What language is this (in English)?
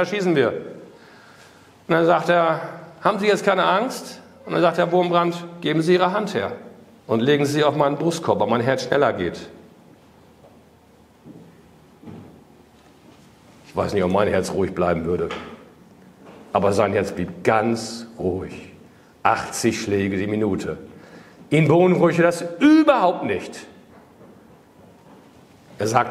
German